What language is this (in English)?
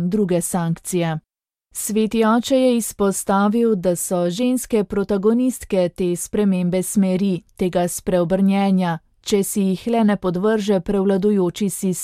Slovenian